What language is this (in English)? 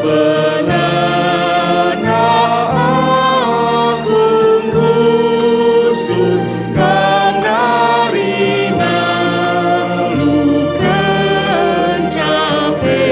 Batak Karo